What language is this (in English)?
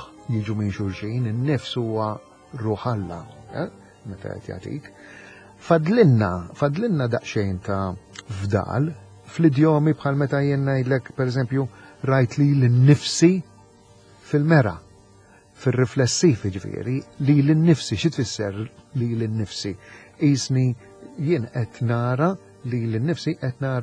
Maltese